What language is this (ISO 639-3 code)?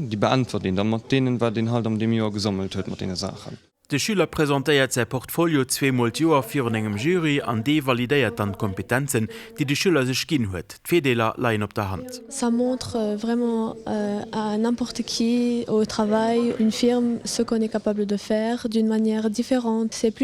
ltz